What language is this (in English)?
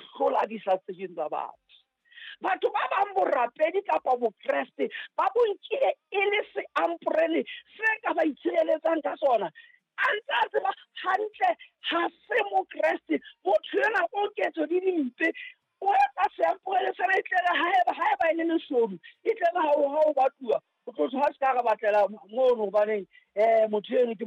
Southern Sotho